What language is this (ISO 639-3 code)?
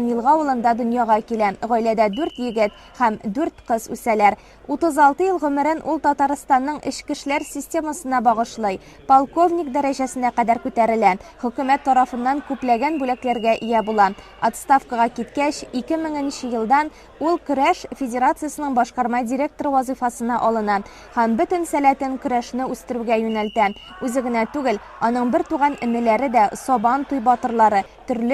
tat